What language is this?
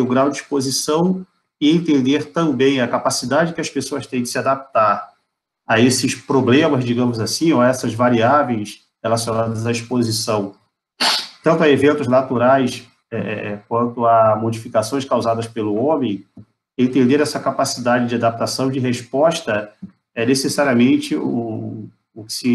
Portuguese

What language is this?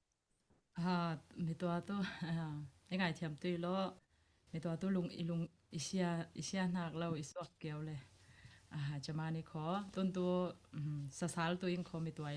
Falam Chin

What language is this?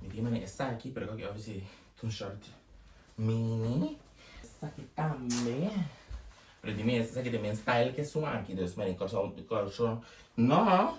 Papiamento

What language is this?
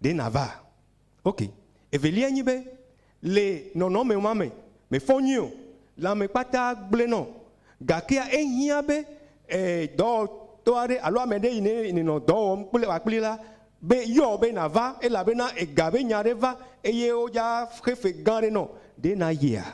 Ewe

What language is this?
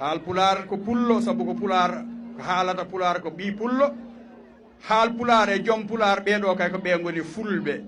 Fula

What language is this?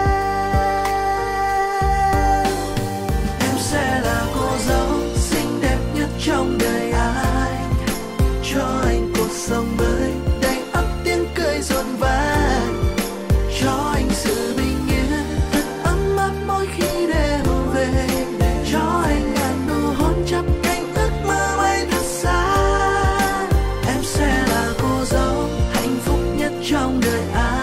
Vietnamese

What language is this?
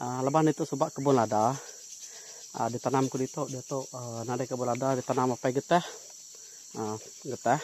Iban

